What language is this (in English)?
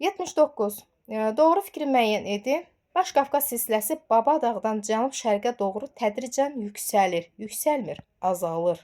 Azerbaijani